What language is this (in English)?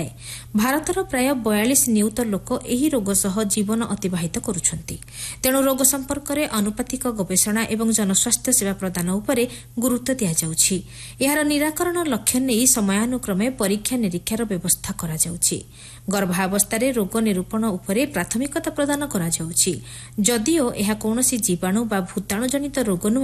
Odia